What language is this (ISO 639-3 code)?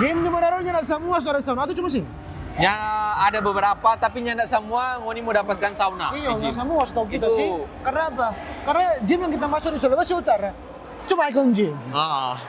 xmm